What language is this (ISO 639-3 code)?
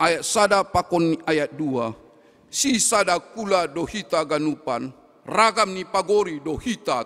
bts